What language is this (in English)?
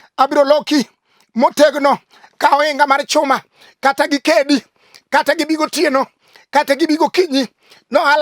Luo (Kenya and Tanzania)